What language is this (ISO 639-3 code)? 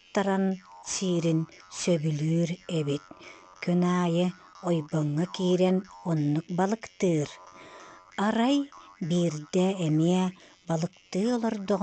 sah